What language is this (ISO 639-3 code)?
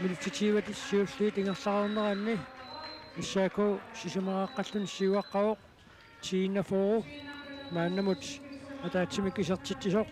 kal